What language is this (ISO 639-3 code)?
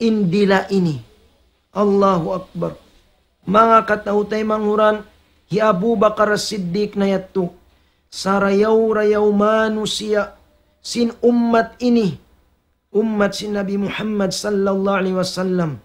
tsg